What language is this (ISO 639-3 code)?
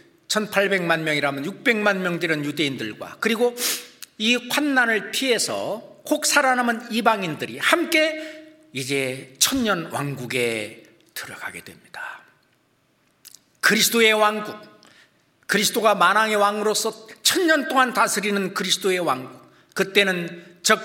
kor